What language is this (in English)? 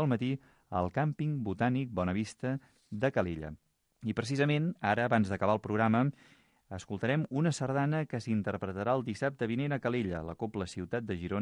Catalan